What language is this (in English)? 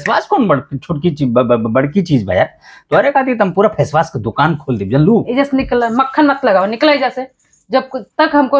Bhojpuri